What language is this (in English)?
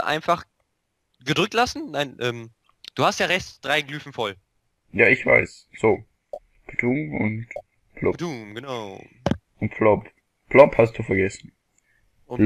Swiss German